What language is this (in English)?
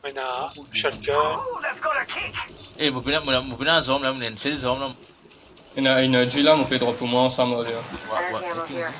Morisyen